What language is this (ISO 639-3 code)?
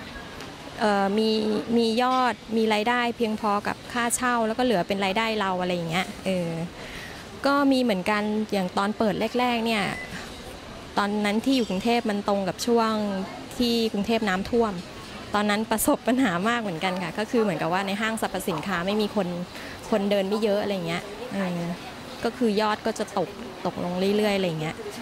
tha